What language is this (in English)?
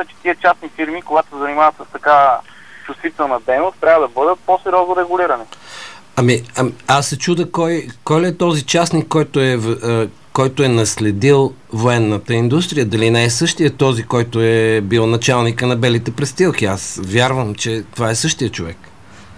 Bulgarian